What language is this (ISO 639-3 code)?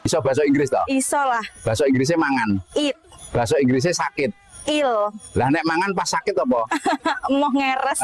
jav